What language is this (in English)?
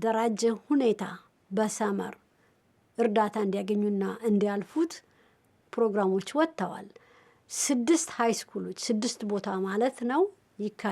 Amharic